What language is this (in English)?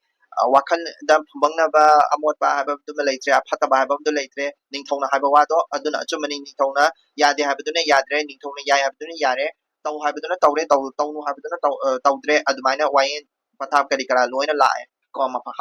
Manipuri